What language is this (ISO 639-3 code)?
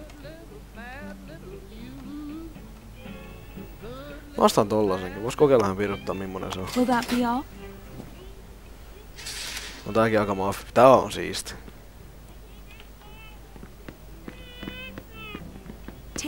fin